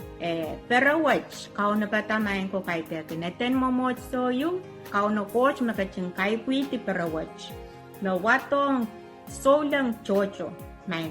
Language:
Pohnpeian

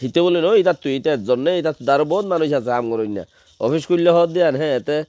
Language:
Rohingya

